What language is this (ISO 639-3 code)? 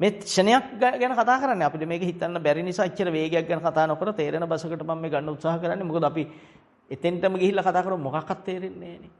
sin